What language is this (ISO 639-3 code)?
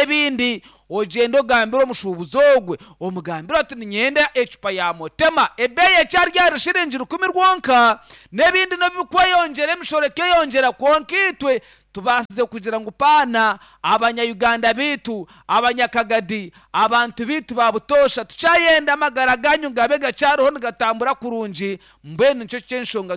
nyn